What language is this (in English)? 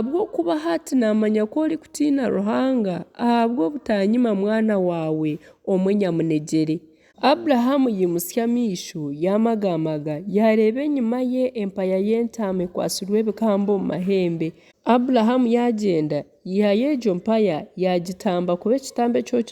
Nyankole